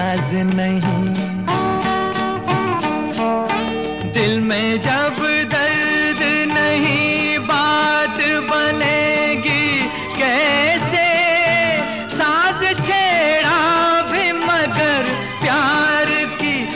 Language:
Hindi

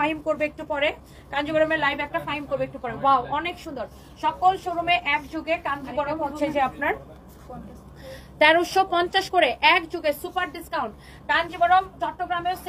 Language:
Bangla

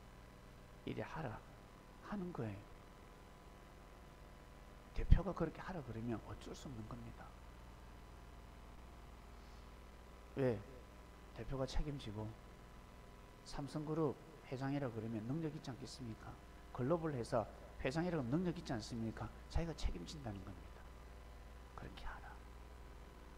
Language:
Korean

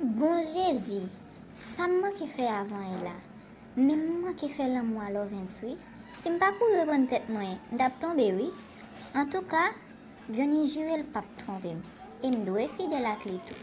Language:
Haitian Creole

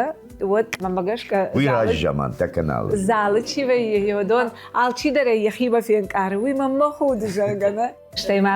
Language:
Ossetic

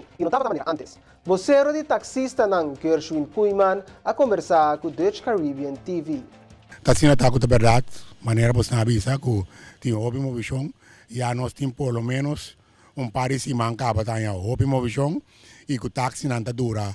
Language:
Papiamento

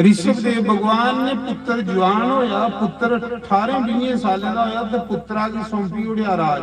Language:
Dogri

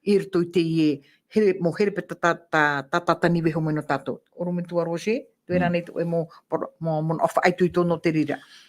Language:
Tahitian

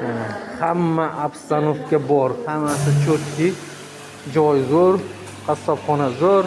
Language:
Uzbek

